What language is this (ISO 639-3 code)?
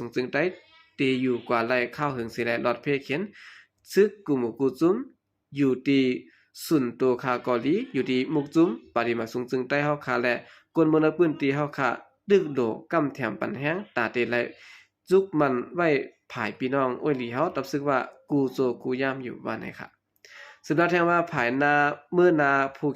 shn